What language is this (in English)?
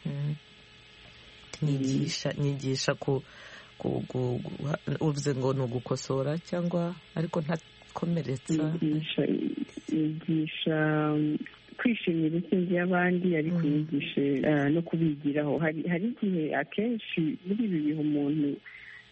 Kinyarwanda